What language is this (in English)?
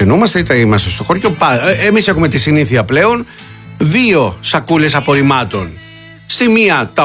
Greek